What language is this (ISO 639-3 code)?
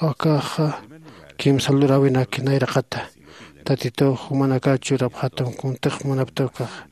aym